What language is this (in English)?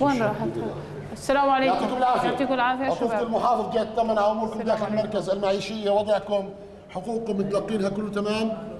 North Levantine Arabic